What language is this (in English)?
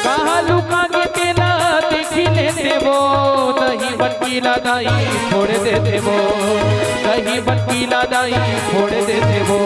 Chhattisgarhi